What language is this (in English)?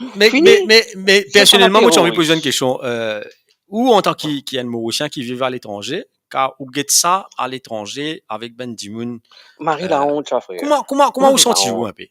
Morisyen